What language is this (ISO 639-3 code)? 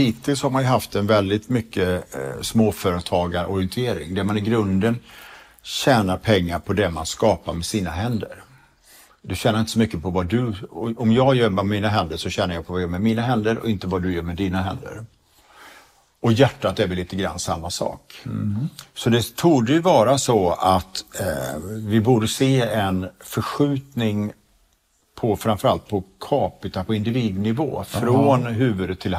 swe